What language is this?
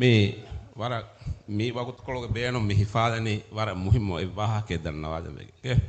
Divehi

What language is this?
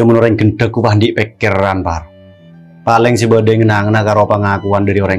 Madurese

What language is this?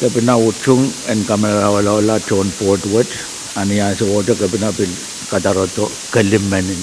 Pohnpeian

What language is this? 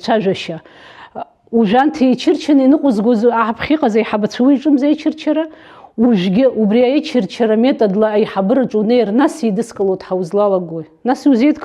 Abkhazian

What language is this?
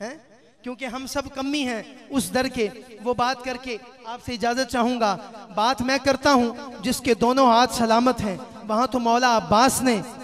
Urdu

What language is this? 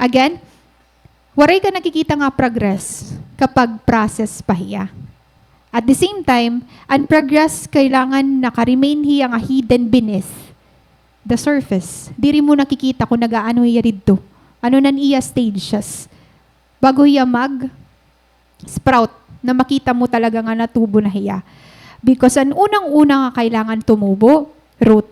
Waray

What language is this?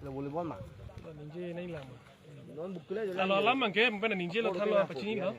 Karbi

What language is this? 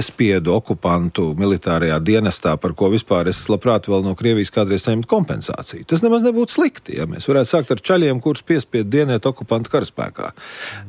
Latvian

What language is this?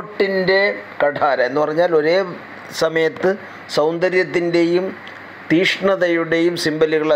Malayalam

